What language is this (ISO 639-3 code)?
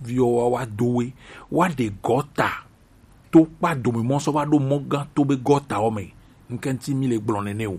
gej